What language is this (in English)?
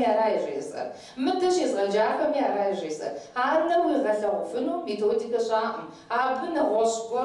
Kabardian